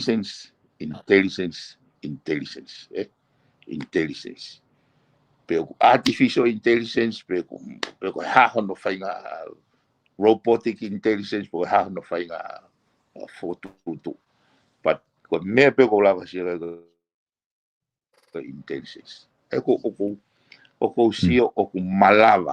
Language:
Tongan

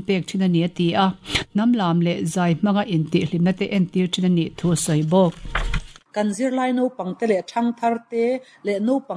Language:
Mizo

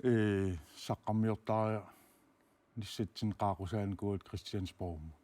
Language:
Kalaallisut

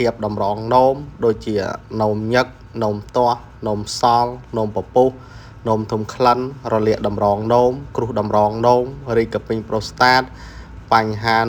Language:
Khmer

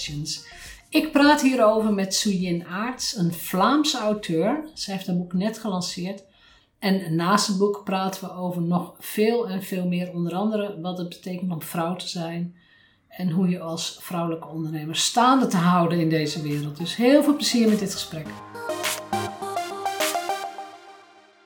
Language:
Dutch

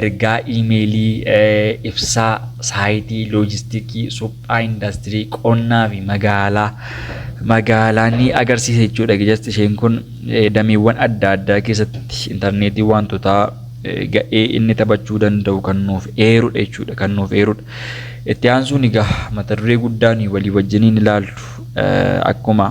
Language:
Oromo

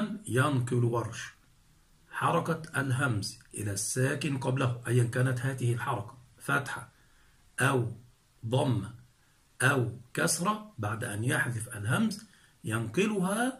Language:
Arabic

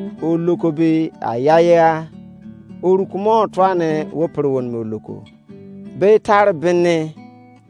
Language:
Izon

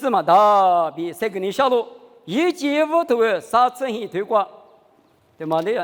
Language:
Lisu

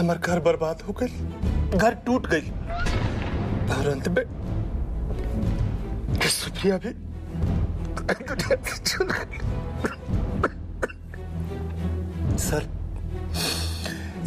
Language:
Bhojpuri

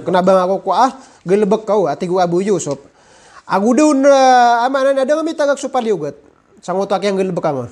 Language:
Maranao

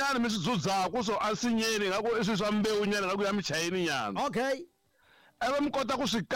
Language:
Tsonga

